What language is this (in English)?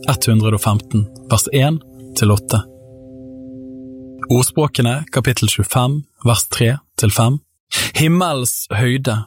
Norwegian